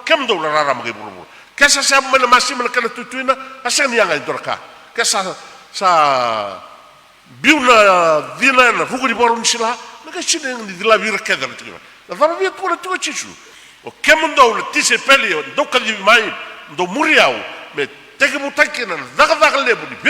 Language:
Fijian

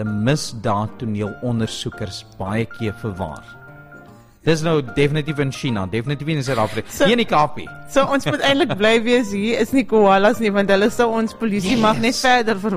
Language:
Afrikaans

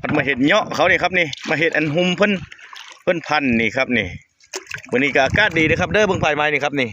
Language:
Northeastern Thai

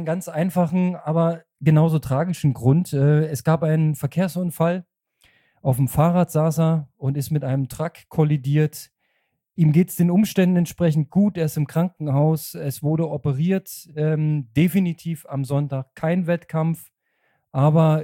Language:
German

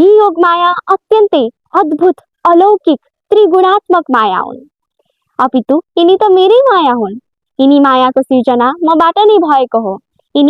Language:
Nepali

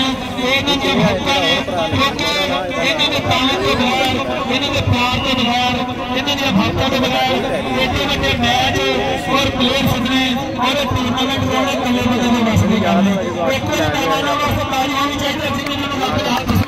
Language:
Saraiki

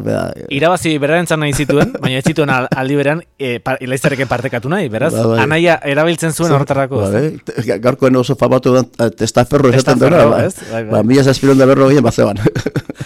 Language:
Basque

